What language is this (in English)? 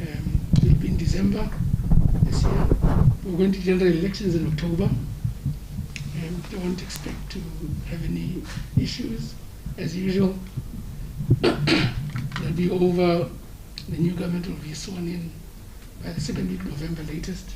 Tswana